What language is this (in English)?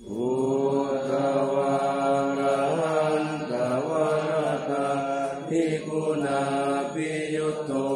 Pali